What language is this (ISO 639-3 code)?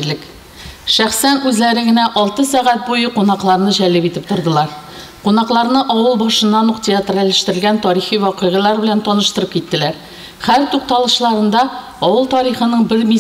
tat